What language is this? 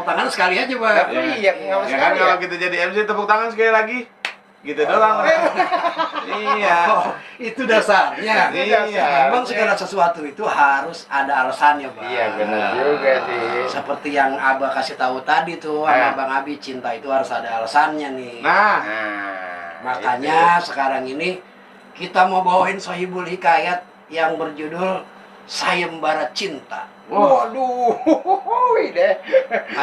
Betawi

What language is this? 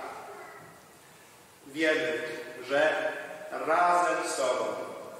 Polish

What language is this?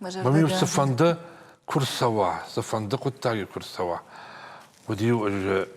Ossetic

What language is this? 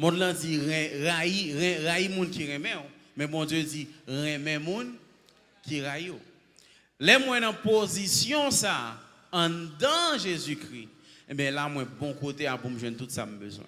Haitian Creole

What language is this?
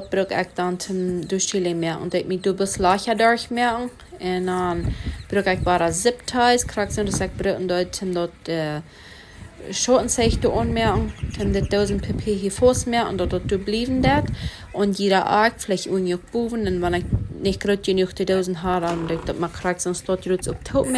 Plautdietsch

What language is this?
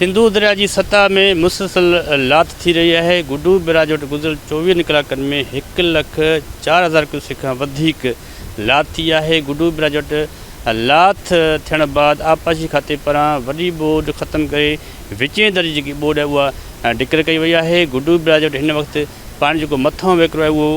Sindhi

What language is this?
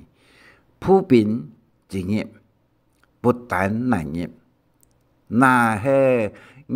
Hakka Chinese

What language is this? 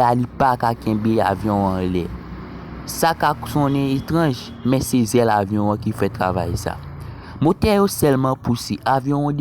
Haitian Creole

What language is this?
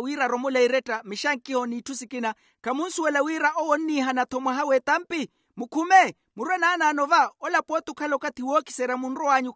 Makhuwa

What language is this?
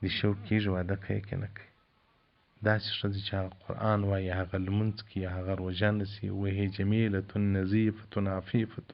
Pashto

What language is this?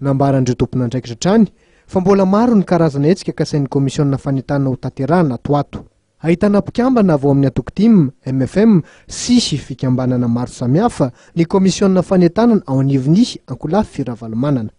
Malagasy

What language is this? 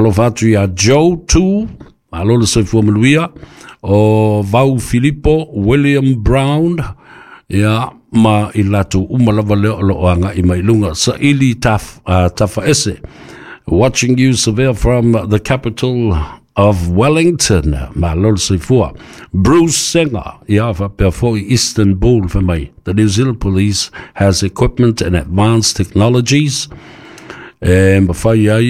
Samoan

